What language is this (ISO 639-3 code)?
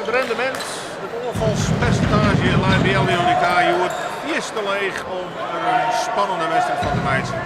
fry